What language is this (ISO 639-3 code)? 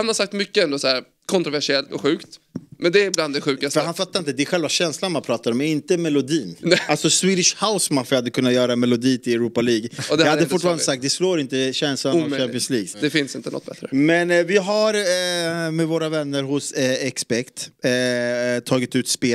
swe